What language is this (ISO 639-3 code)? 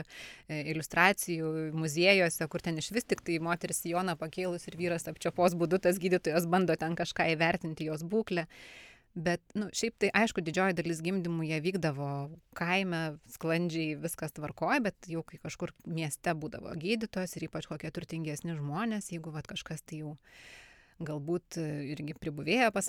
lit